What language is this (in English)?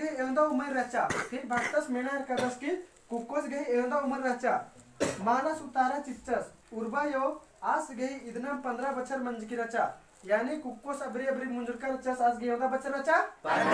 Kurukh